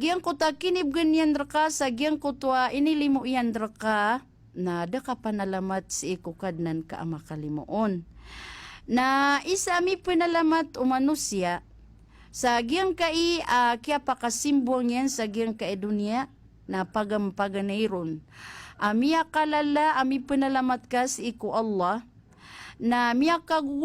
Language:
Maranao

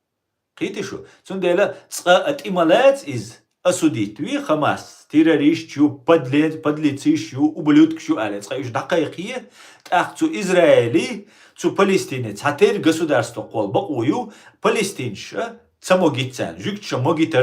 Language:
Chechen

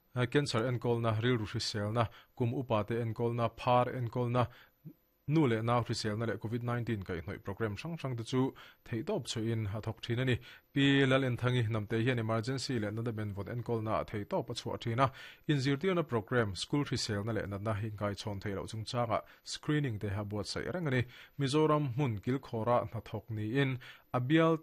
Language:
Mizo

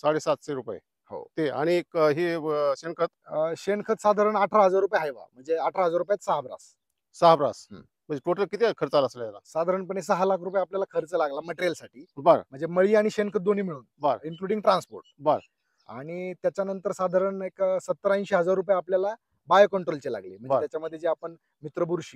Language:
Marathi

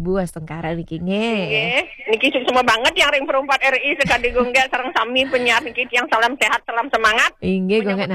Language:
Balinese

